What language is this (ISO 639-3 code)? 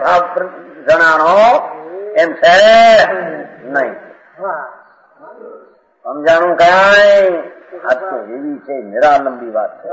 guj